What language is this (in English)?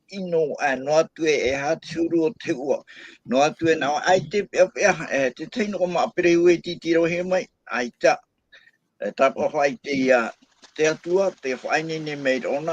Tahitian